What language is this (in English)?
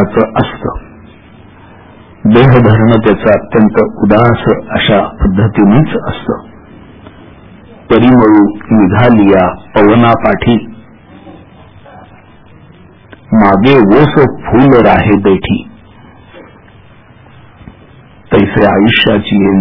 Marathi